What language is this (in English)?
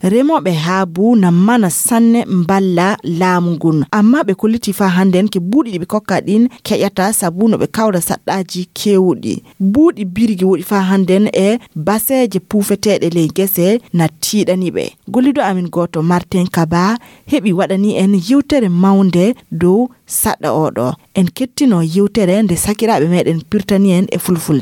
Fula